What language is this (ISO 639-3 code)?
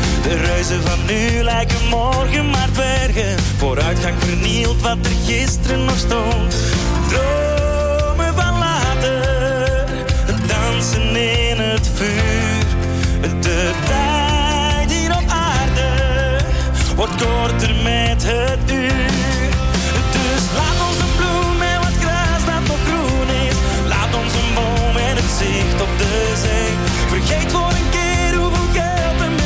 nld